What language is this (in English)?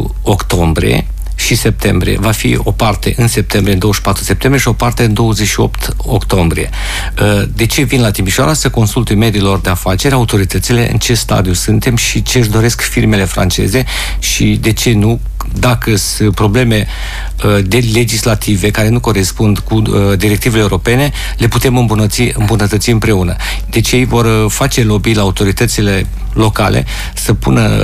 Romanian